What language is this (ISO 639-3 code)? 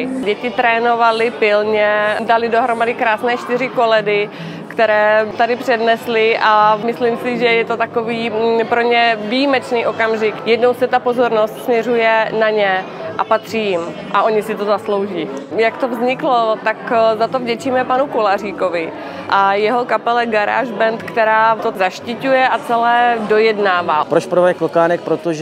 ces